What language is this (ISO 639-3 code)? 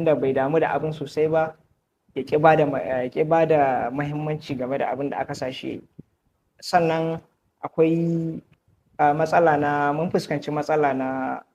hau